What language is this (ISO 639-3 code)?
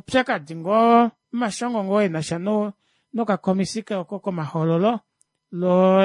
kua